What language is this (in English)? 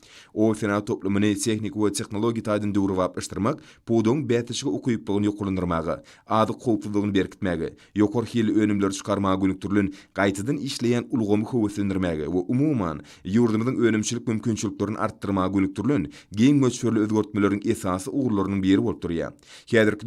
Turkmen